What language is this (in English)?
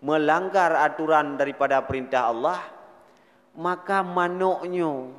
Achinese